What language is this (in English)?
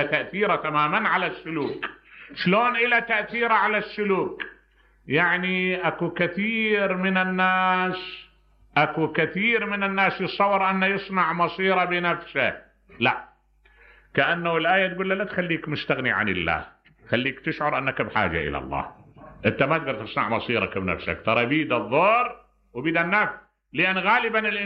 Mesopotamian Arabic